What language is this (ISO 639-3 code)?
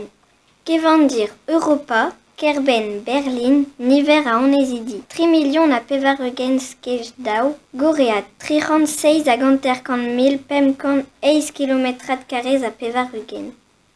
bre